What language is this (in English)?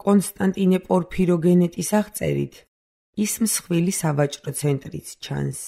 Georgian